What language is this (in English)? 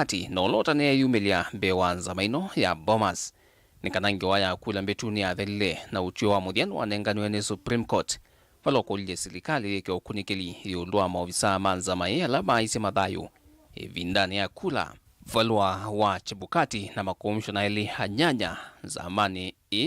Kamba